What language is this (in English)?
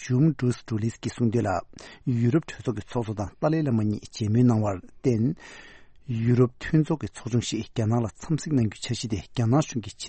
Tibetan